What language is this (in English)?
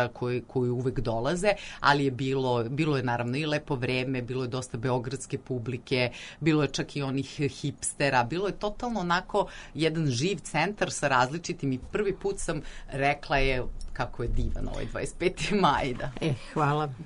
Serbian